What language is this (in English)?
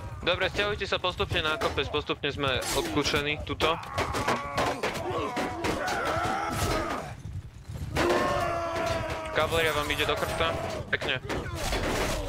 Czech